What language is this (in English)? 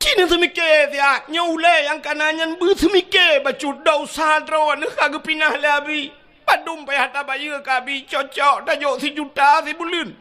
Achinese